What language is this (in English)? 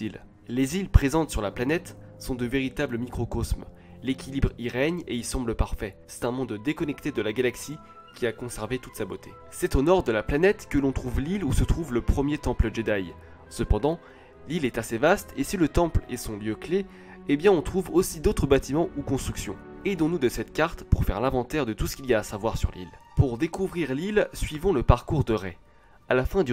French